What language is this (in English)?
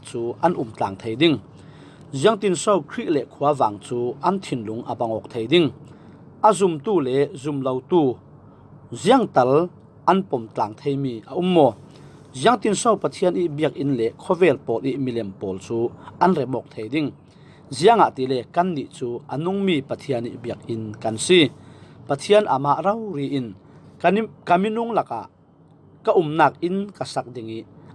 Falam Chin